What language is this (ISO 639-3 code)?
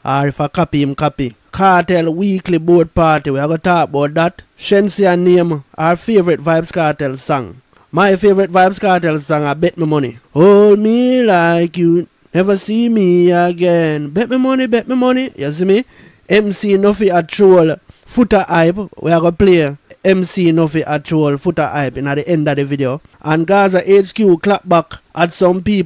jam